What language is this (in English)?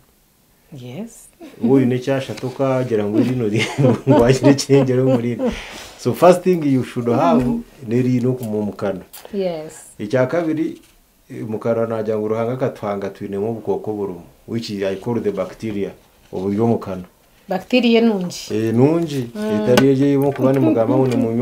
Nyankole